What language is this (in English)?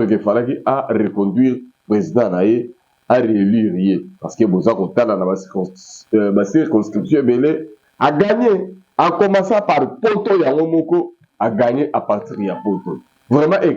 Lingala